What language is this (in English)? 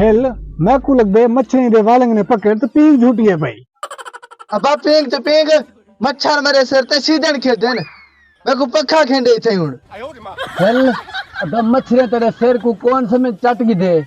Saraiki